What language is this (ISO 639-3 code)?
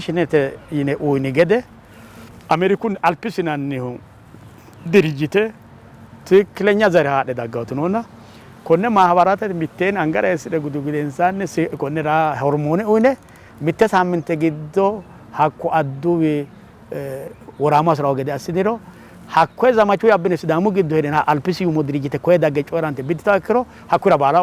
sid